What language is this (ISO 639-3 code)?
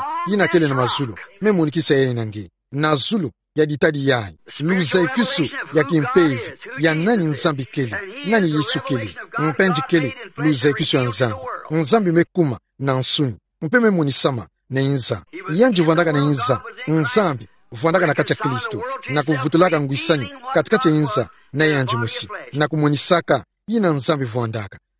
ktu